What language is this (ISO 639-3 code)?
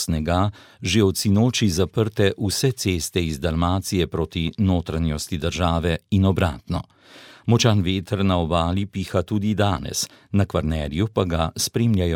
slv